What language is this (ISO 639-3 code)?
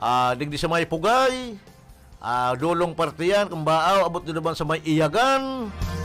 bik